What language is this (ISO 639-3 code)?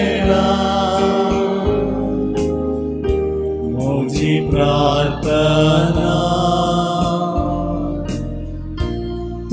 kok